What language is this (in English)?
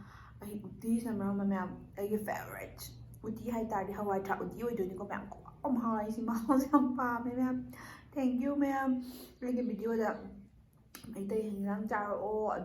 Manipuri